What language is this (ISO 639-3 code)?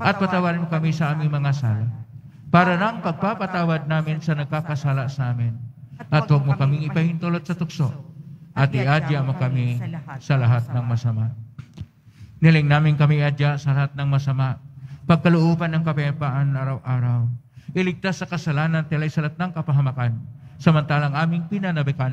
fil